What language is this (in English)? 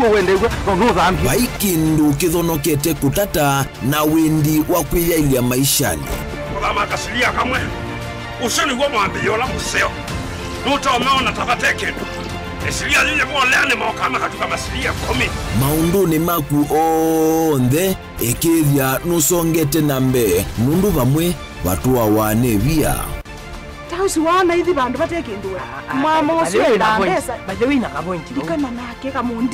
Kamba